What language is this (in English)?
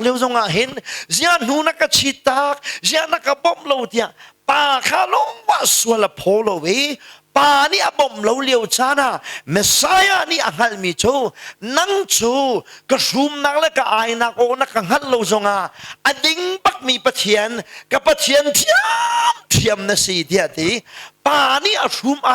Hakha Chin